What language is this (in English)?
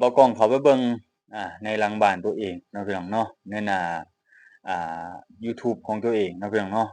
Lao